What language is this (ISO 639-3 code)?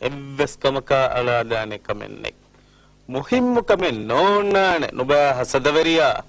div